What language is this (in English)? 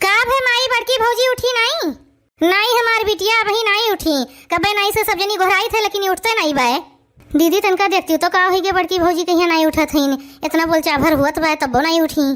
Awadhi